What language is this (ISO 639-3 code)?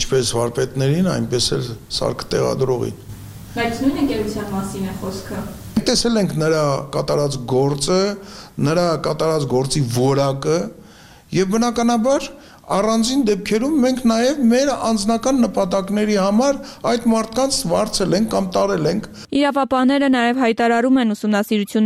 hye